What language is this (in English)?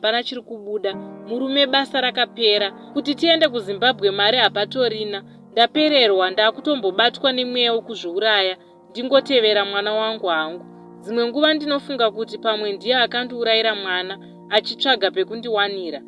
Shona